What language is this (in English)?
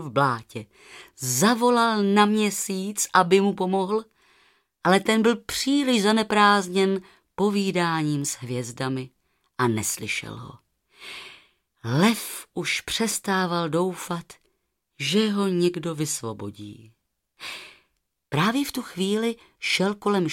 Czech